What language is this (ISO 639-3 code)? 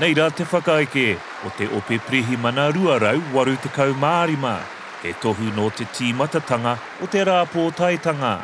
mri